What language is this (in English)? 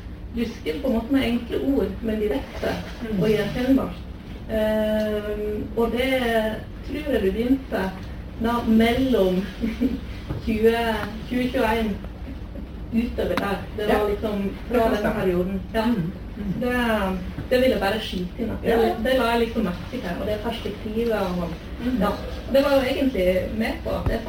Norwegian